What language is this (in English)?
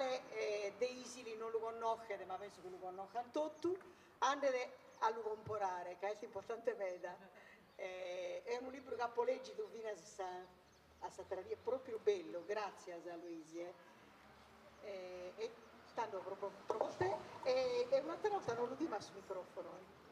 Sardinian